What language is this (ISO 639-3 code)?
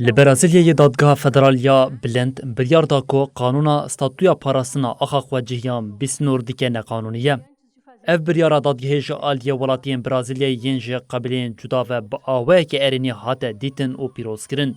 kur